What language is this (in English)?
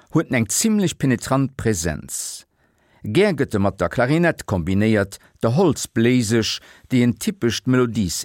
Luxembourgish